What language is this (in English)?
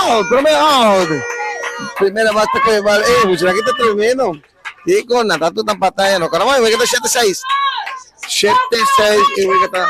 Papiamento